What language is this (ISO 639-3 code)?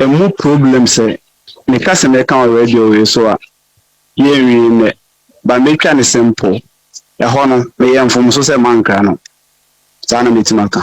aka